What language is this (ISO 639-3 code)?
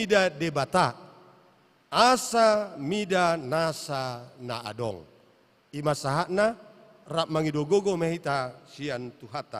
bbc